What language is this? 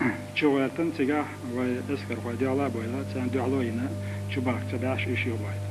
Chechen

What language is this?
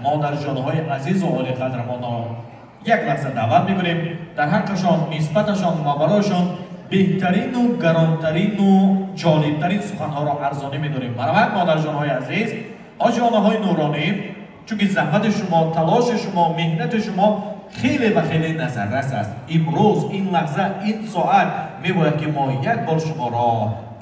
Tajik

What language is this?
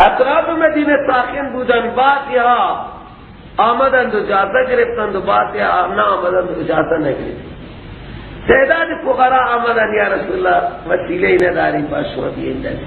Persian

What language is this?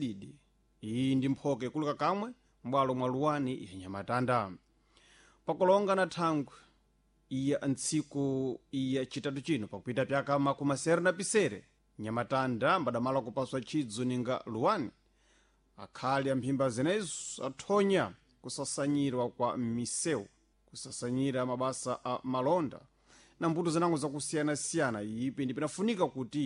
Sena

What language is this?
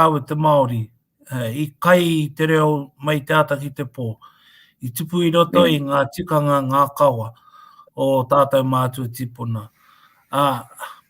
Māori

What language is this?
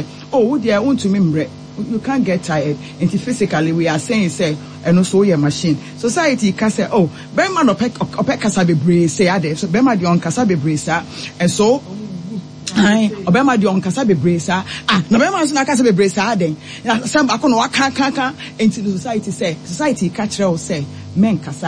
Akan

